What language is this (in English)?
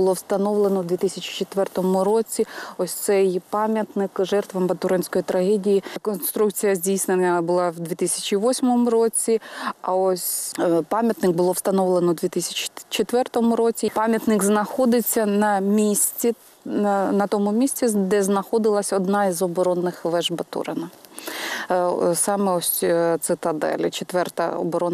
Ukrainian